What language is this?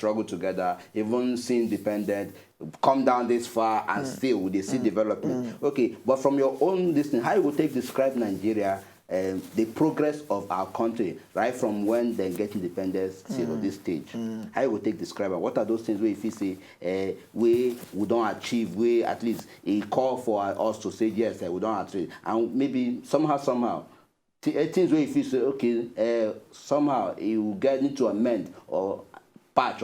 Nigerian Pidgin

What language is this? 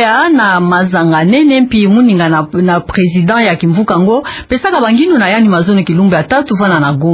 Kituba (Democratic Republic of Congo)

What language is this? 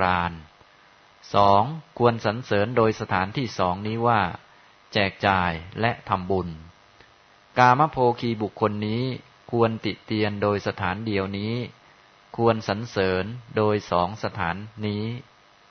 Thai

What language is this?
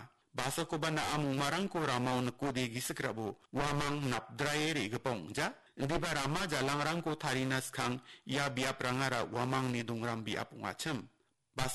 Garo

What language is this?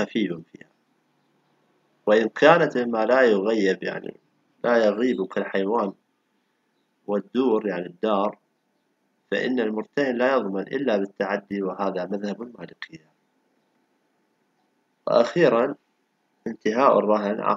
Arabic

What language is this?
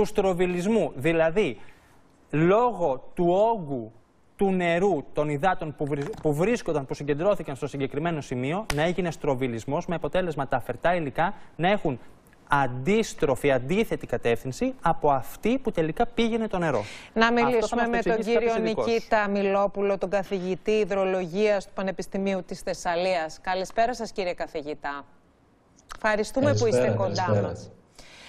Greek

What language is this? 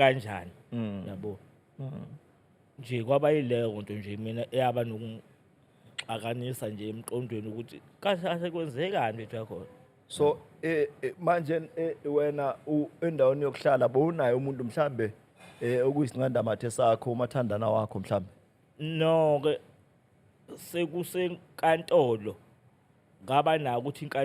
Zulu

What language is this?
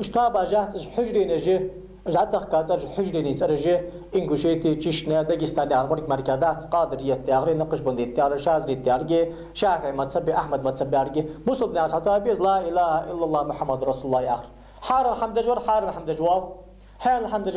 Ingush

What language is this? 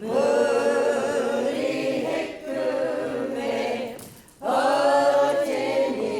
Māori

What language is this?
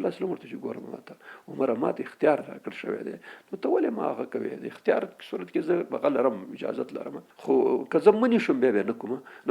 Pashto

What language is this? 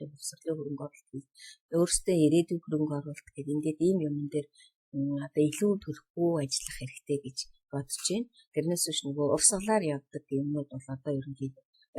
Mongolian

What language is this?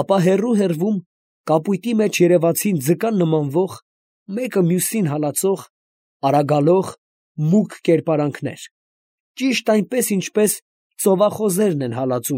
Armenian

